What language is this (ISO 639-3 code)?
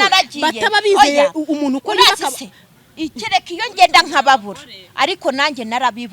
kin